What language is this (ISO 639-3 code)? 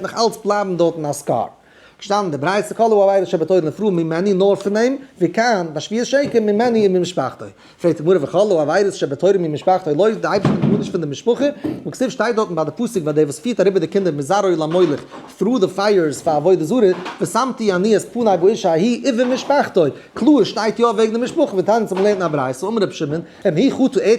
yid